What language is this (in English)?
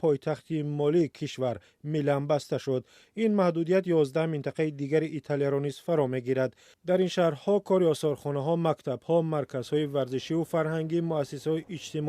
Tajik